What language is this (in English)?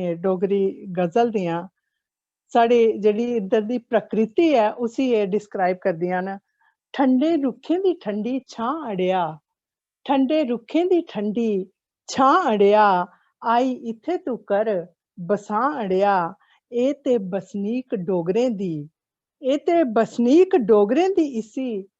Dogri